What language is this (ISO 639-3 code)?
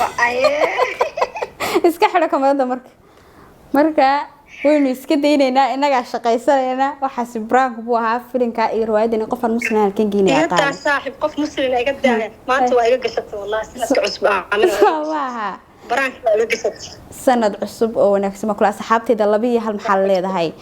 som